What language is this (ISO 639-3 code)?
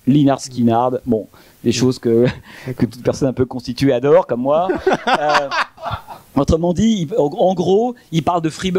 fra